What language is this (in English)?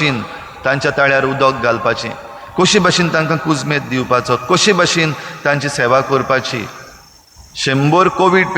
Konkani